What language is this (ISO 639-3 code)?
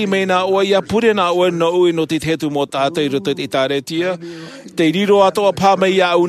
tah